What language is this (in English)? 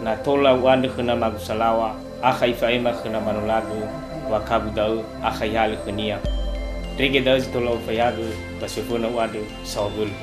Nias